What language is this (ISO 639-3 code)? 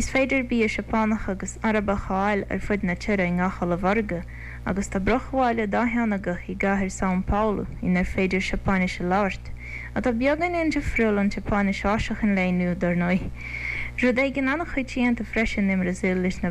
gle